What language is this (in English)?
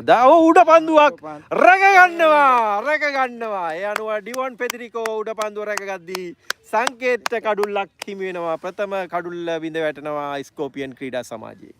Sinhala